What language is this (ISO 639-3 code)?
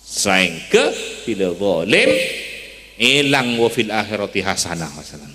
mad